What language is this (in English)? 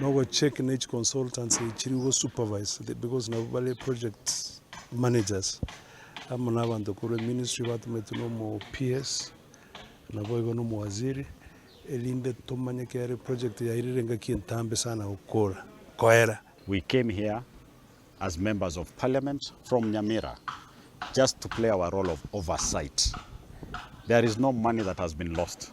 Gusii